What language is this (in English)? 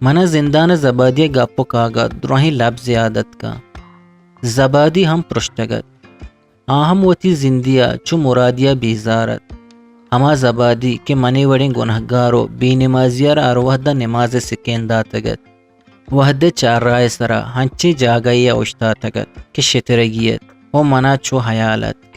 Eastern Balochi